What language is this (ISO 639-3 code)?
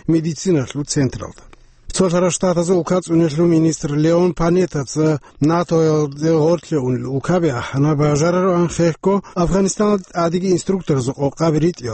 ava